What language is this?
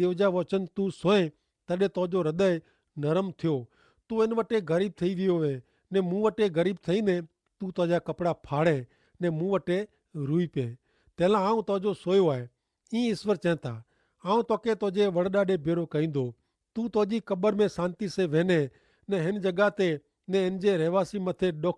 Kachhi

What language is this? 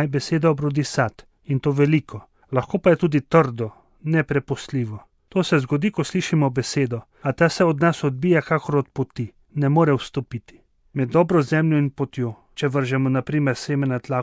Slovenian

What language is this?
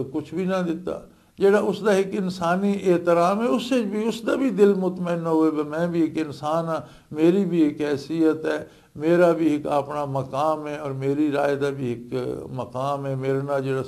Western Panjabi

